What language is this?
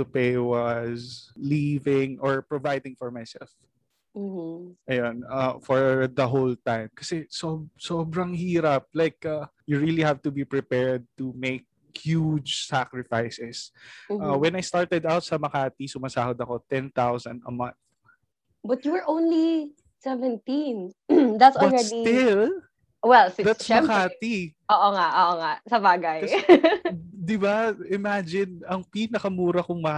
Filipino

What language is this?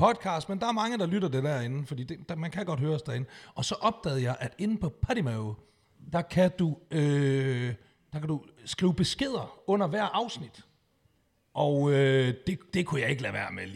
Danish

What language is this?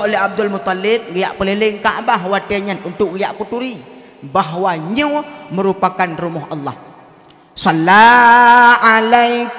Achinese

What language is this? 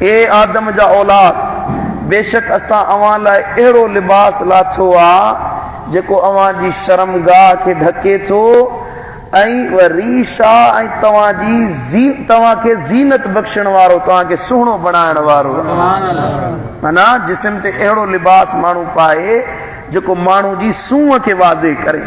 Sindhi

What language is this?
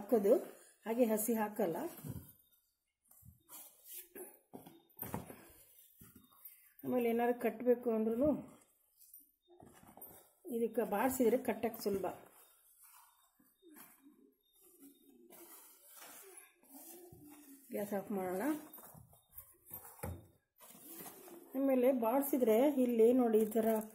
Kannada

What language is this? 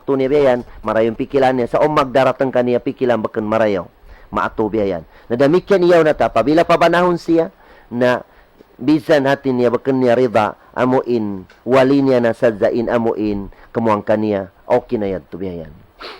Tausug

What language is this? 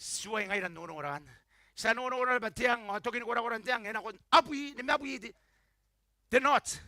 Gilbertese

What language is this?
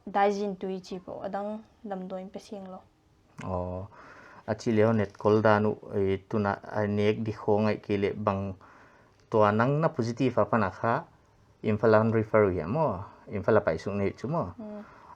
Paite Chin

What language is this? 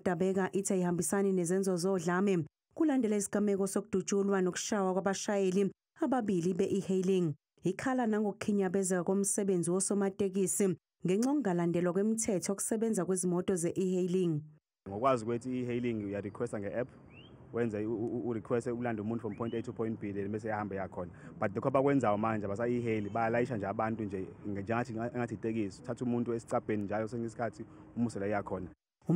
Zulu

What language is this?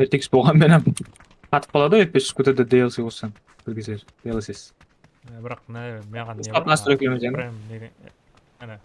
Kara-Kalpak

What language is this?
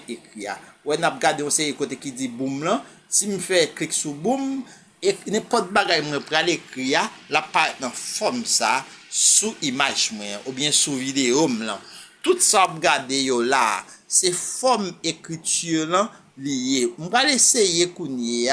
Haitian Creole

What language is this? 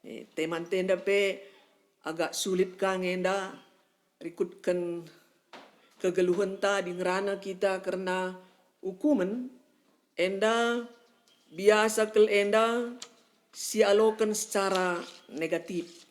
Batak Karo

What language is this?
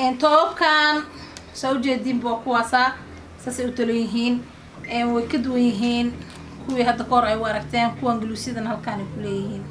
Somali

